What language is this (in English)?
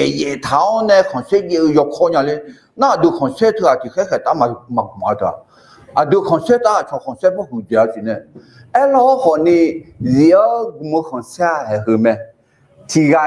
Akha